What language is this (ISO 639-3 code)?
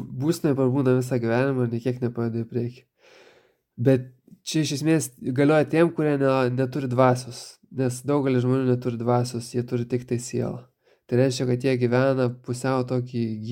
lit